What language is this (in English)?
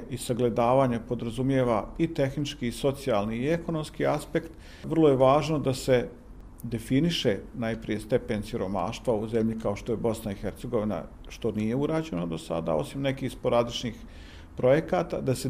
Bosnian